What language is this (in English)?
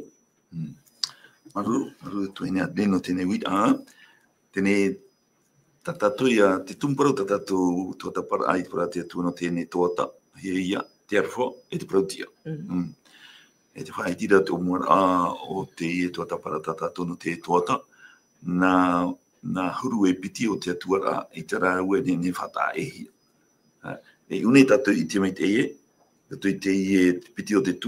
Tahitian